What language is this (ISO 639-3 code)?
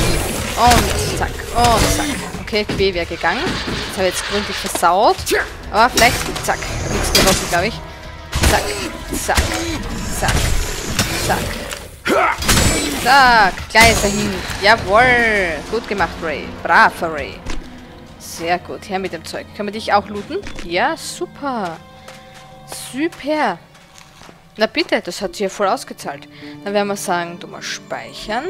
deu